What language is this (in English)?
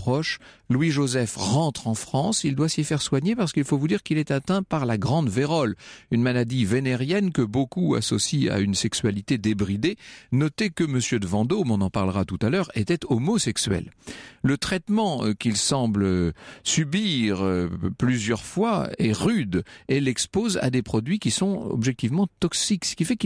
French